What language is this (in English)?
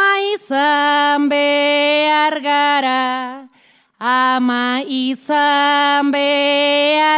Basque